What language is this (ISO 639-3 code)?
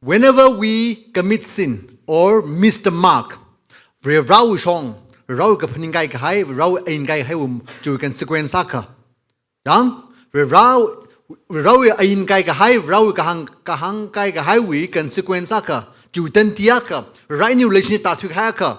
nmf